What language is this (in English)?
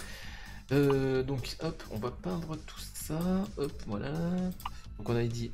French